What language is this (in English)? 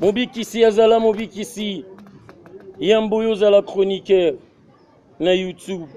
Lingala